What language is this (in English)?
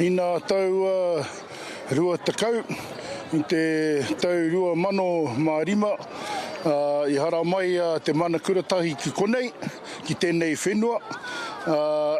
Māori